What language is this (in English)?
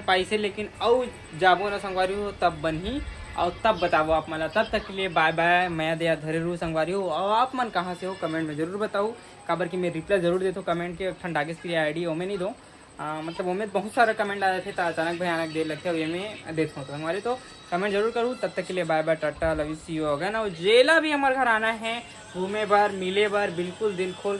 Chhattisgarhi